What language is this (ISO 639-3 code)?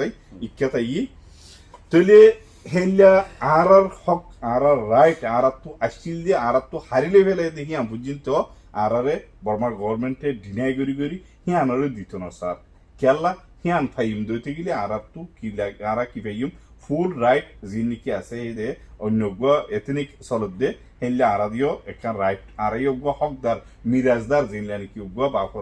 rhg